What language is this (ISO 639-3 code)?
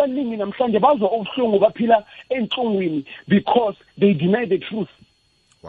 nbl